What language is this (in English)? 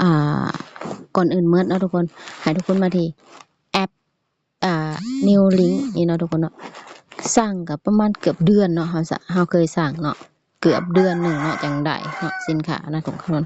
Lao